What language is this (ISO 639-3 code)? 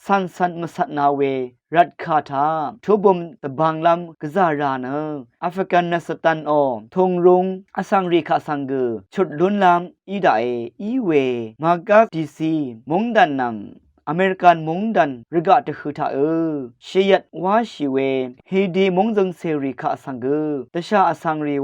raw